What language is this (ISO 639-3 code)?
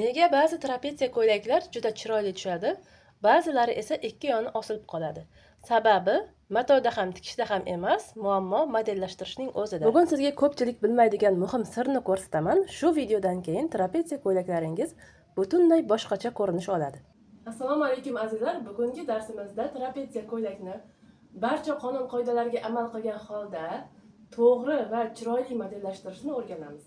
uzb